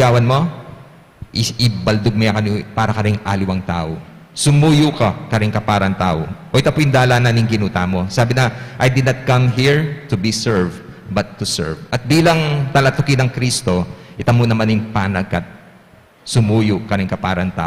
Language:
Pampanga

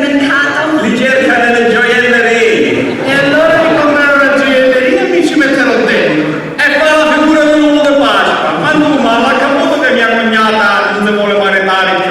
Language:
Sicilian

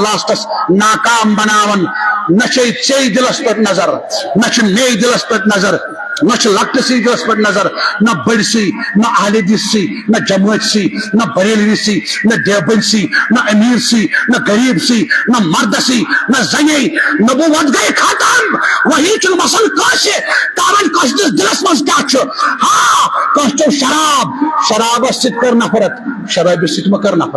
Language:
Kashmiri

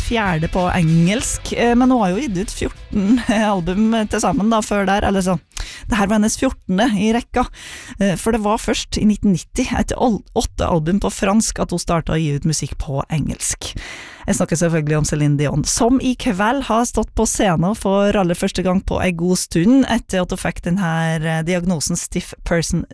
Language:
Norwegian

